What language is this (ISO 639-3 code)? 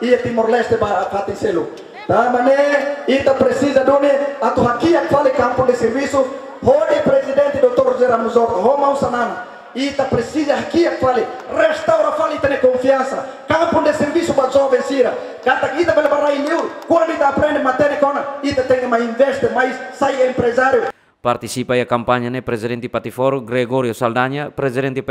tet